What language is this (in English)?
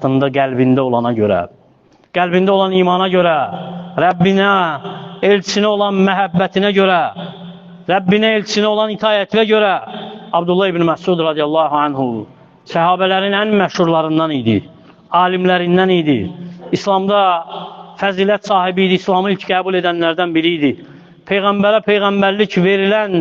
Azerbaijani